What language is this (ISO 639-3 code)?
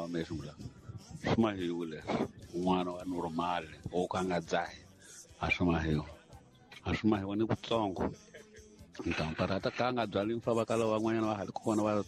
tso